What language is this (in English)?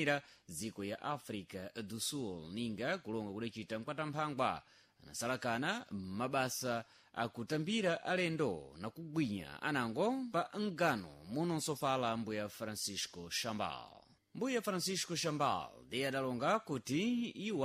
Sena